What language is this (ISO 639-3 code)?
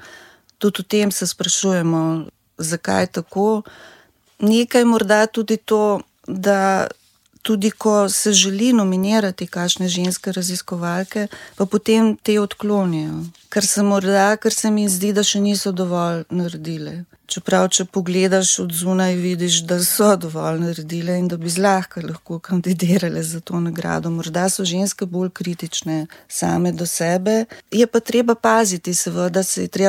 slv